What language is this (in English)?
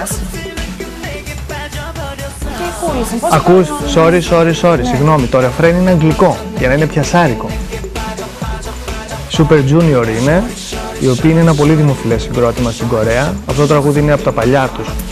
Greek